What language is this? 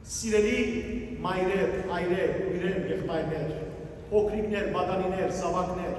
Western Armenian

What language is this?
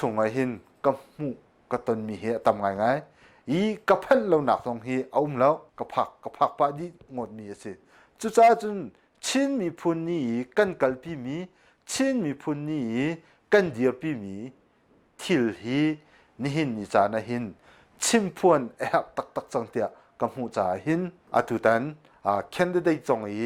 Hakha Chin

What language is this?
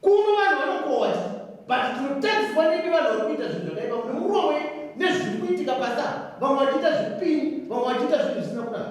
Shona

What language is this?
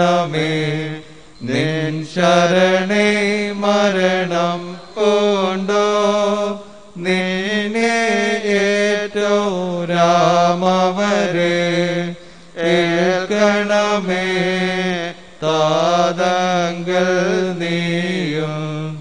Malayalam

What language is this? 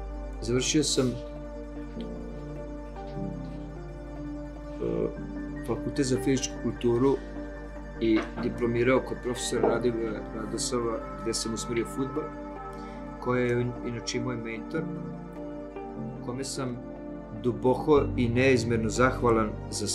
Serbian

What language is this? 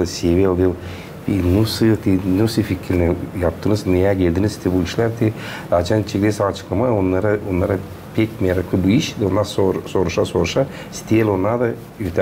Gagauz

